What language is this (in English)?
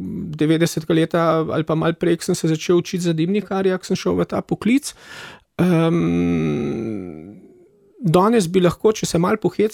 Slovenian